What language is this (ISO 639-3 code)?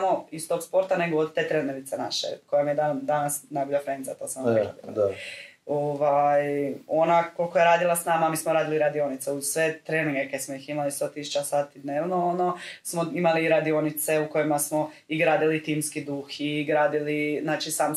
hrv